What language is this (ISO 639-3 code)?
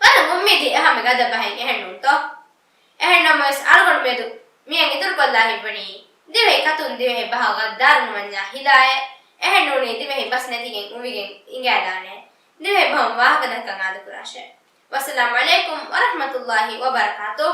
div